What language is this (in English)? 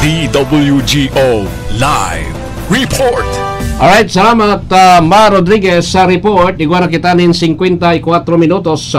Bikol